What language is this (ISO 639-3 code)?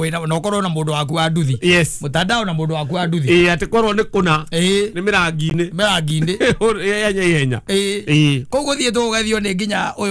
kik